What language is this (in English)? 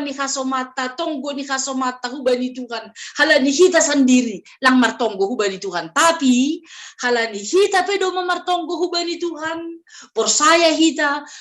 Batak Simalungun